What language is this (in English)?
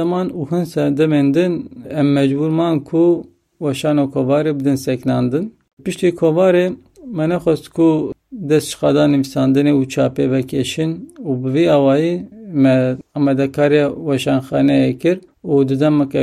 Kurdish